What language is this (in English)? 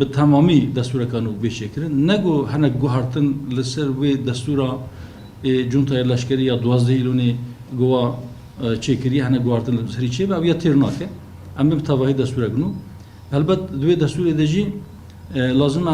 Kurdish